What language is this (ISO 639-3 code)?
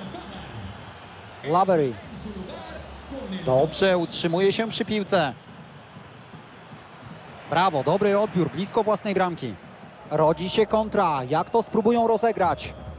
pol